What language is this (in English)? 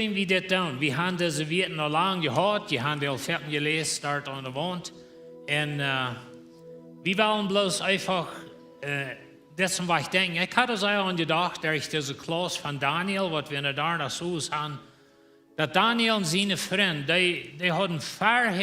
Plautdietsch